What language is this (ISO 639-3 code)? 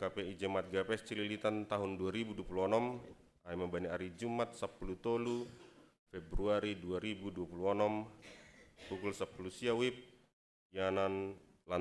bts